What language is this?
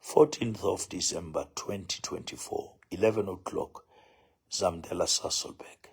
Southern Sotho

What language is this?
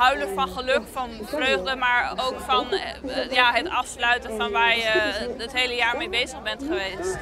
Western Frisian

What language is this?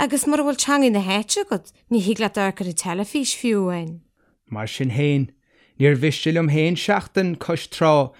Irish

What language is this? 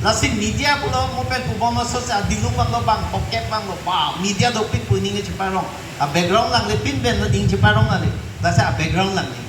Karbi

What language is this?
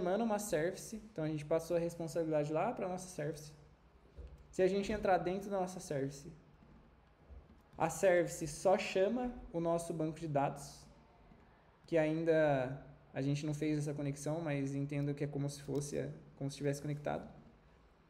Portuguese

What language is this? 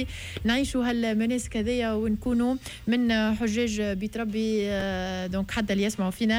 Tunisian Arabic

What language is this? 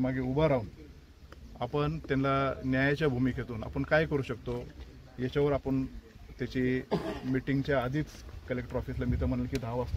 Marathi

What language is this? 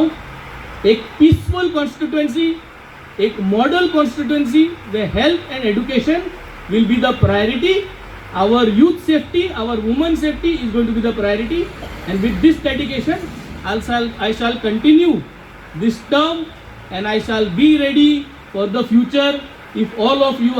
Konkani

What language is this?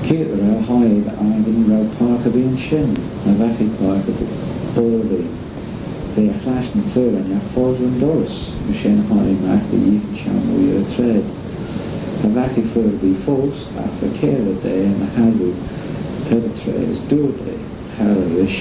Manx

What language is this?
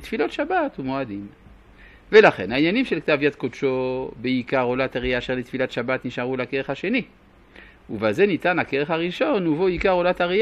Hebrew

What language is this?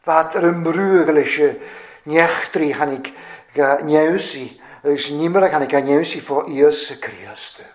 Welsh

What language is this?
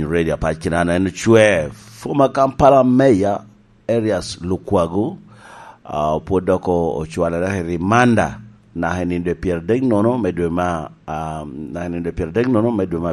Lango (Uganda)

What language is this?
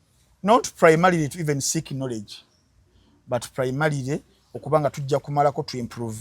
Ganda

